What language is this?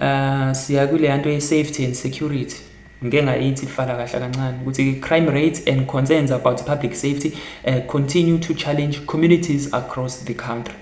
Zulu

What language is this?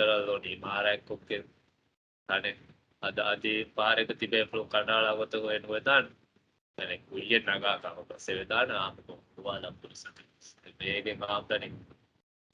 Divehi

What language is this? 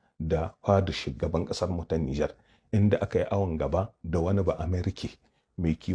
Hausa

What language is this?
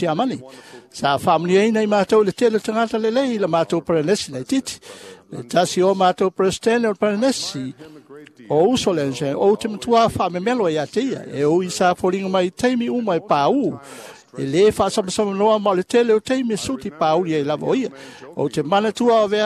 Samoan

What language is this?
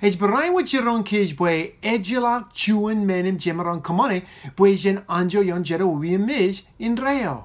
Marshallese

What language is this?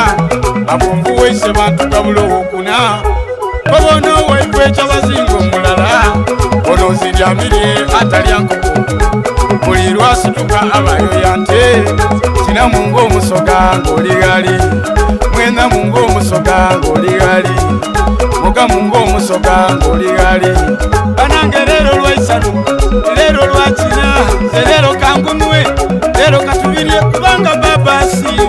Soga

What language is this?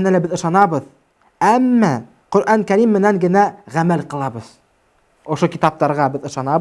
Bashkir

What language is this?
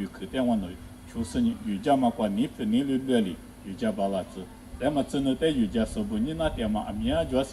Lisu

